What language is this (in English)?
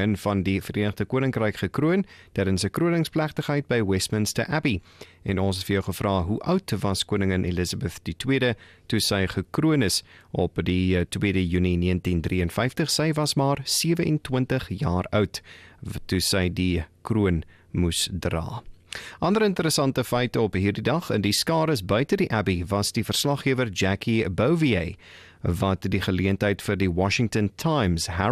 Afrikaans